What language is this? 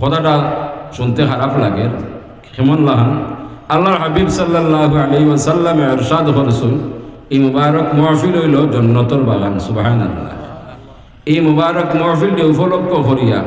Sylheti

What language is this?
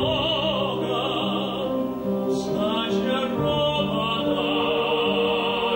Russian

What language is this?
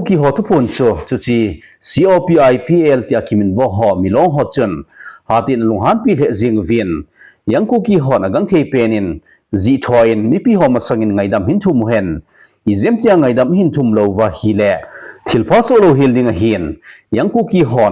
Thado Chin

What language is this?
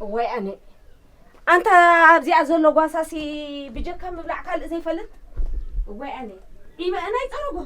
Tigrinya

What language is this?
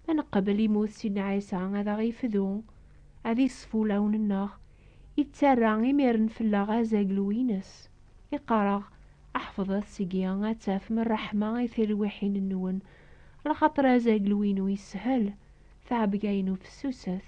Kabyle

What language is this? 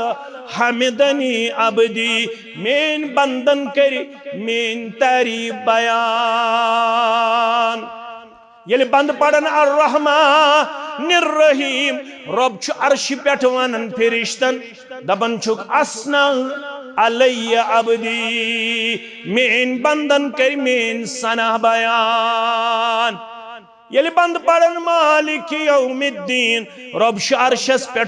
Kashmiri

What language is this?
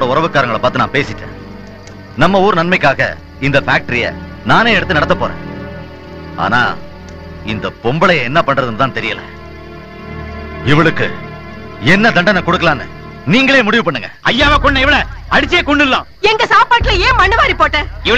Tamil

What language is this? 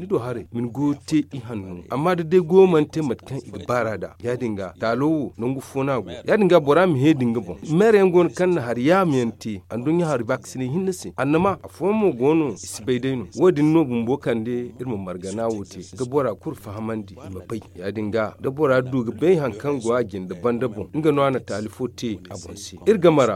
Zarma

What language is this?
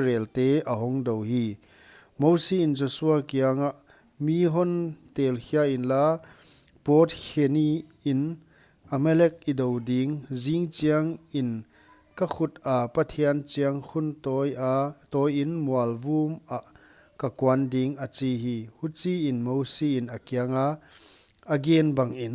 Paite Chin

